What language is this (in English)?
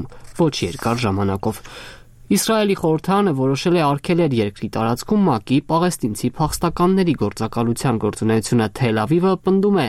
Armenian